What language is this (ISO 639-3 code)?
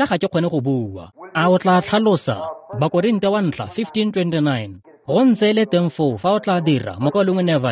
tsn